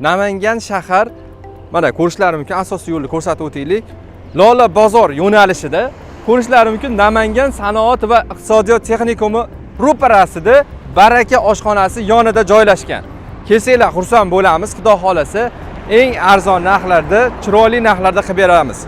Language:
Uzbek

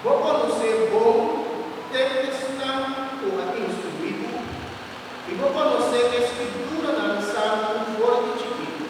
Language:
Papiamento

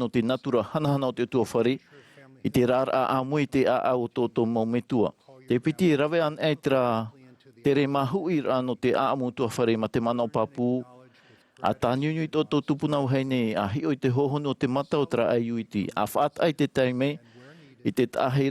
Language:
Tahitian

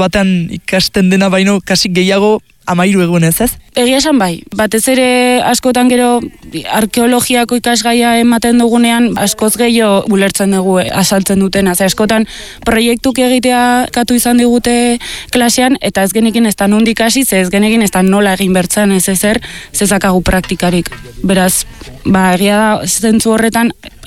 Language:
Basque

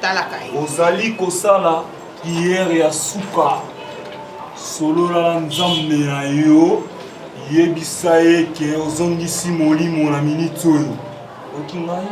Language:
Lingala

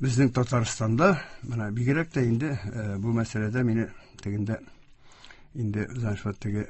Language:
Tatar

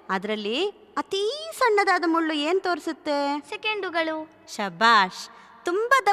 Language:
Kannada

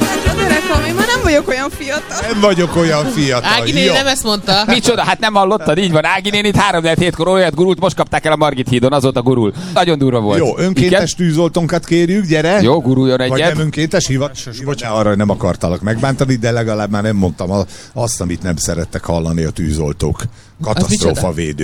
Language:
Hungarian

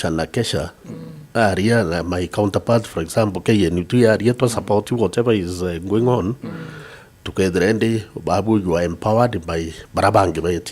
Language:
Meru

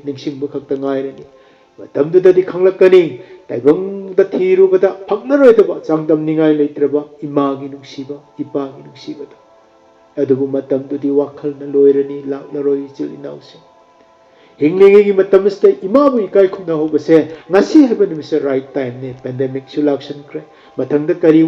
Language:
Manipuri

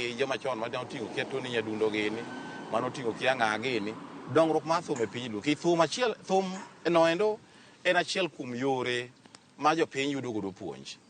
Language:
Luo (Kenya and Tanzania)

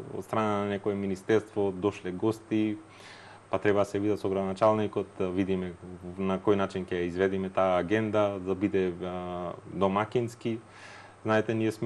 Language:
Macedonian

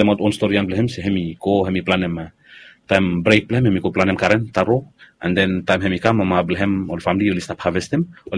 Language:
Bislama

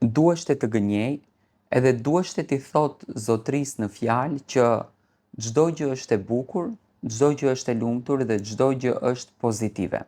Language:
Albanian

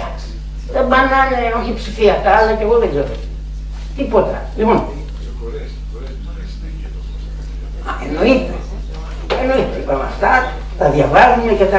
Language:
Greek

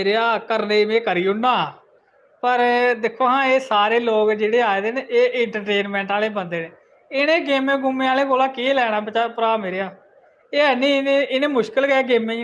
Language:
Dogri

